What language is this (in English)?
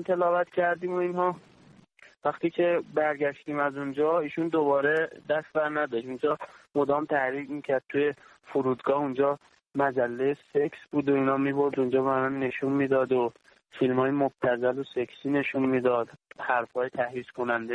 Persian